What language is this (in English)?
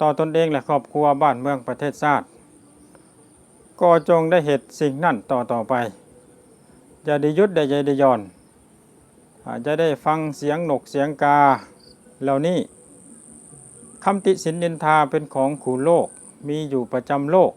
Lao